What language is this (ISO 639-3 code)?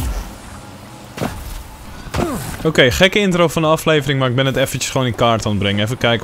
nld